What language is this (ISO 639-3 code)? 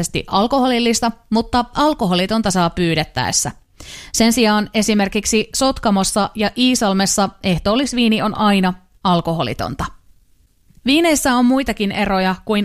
fin